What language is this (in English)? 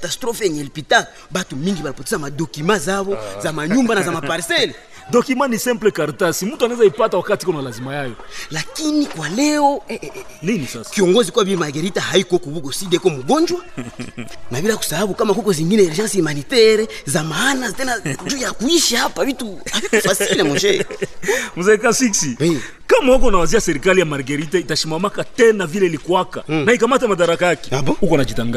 Swahili